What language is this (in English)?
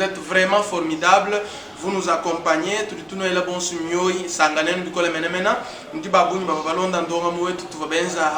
Luba-Lulua